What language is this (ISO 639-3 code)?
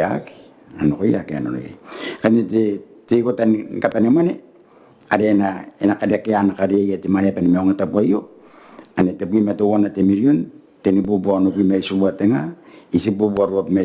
gil